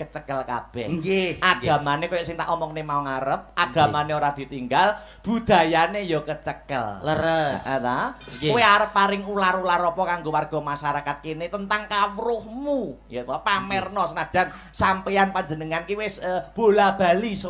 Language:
Javanese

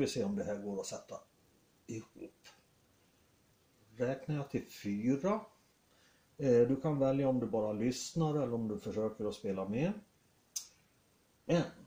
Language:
Swedish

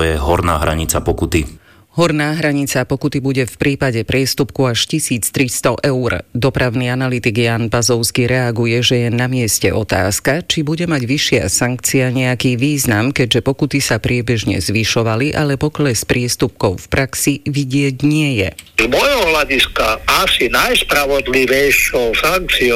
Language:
Slovak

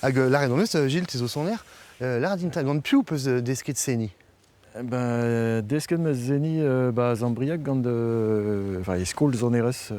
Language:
Breton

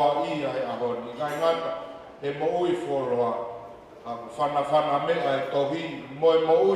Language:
Tongan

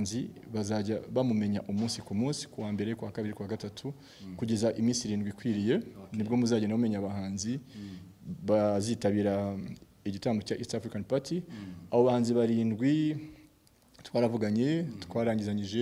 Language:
Kinyarwanda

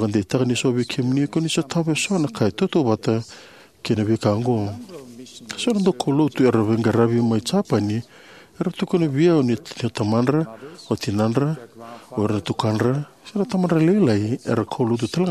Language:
Fijian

